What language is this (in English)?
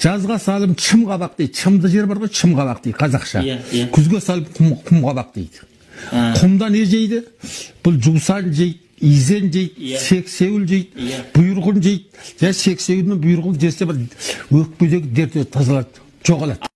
Kazakh